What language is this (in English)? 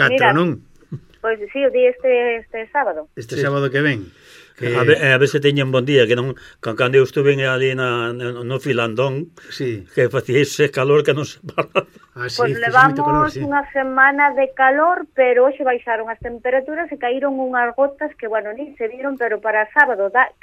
Galician